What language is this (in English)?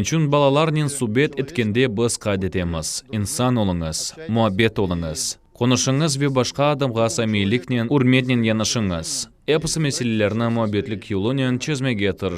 Crimean Tatar